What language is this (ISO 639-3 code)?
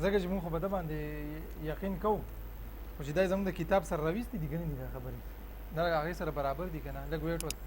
pus